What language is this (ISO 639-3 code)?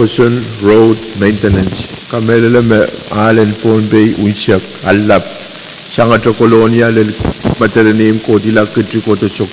pon